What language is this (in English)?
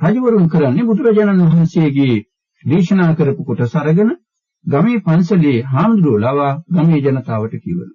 Sinhala